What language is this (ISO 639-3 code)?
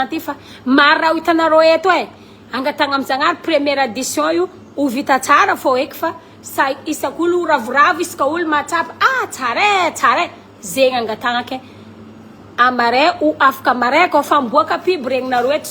mlg